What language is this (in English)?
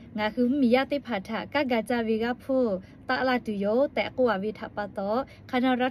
Lahu